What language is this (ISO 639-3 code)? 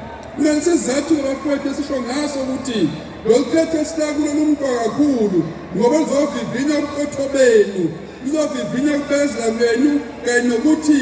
zul